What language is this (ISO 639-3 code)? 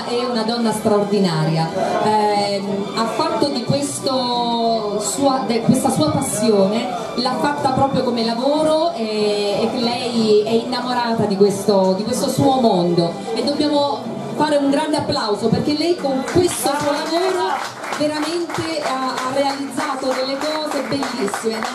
ita